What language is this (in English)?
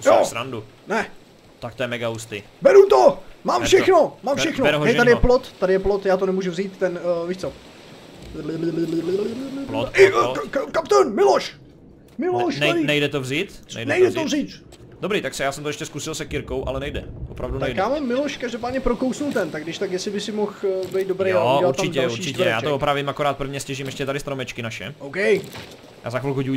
Czech